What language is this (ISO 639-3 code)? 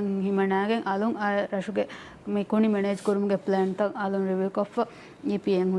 div